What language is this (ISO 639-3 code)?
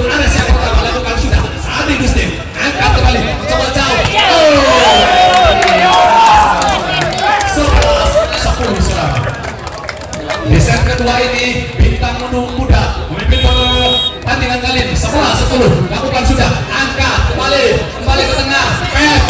ind